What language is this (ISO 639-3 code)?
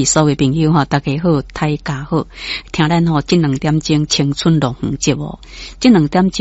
nan